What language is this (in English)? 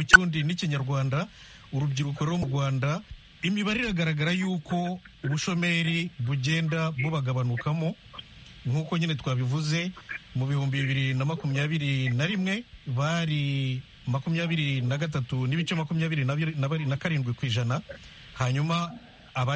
Kinyarwanda